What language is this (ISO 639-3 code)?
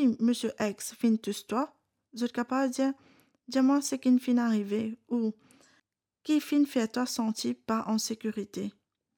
mfe